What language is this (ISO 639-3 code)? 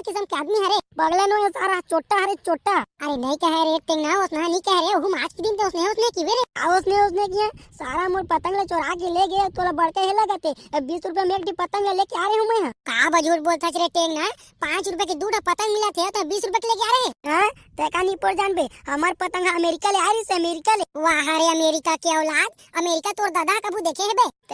hne